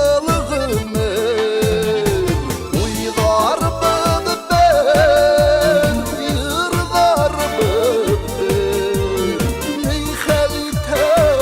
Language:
Bashkir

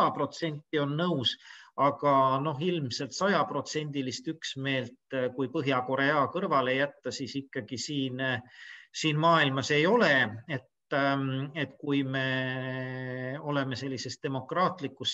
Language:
Estonian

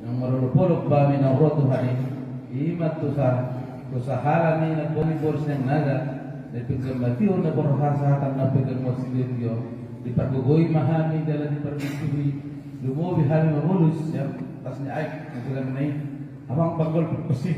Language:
Batak Toba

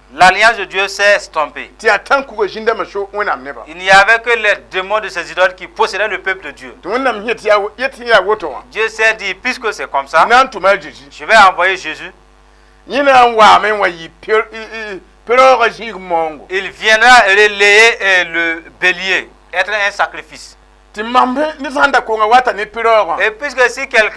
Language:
Mossi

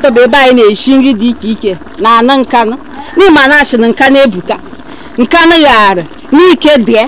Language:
Igbo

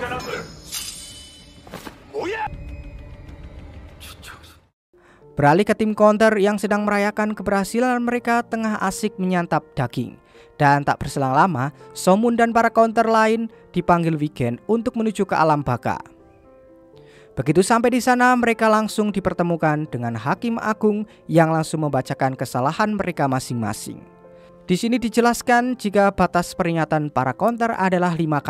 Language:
Indonesian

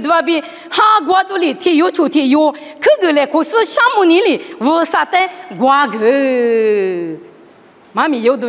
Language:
Lisu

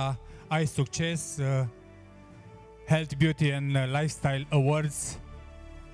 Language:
Romanian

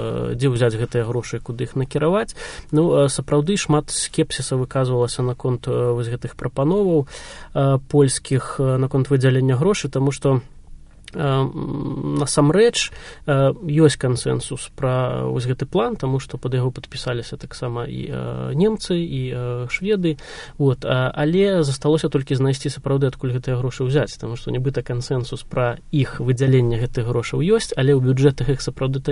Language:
Belarusian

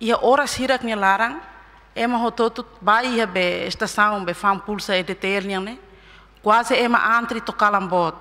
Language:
Tetum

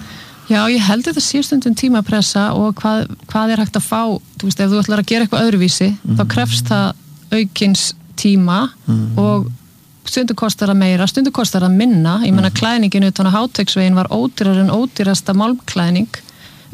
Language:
Icelandic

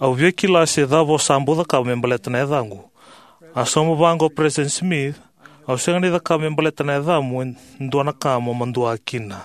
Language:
Fijian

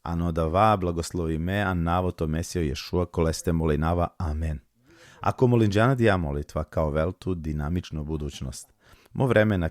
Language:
Balkan Romani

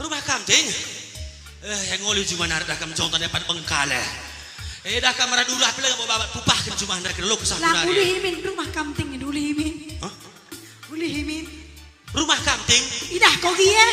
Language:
Batak Karo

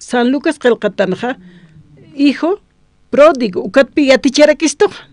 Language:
Aymara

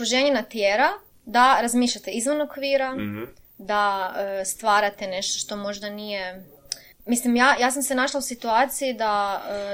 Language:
Croatian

